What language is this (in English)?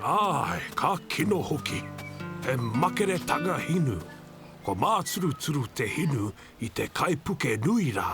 Māori